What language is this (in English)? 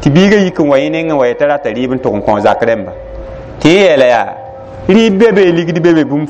Mossi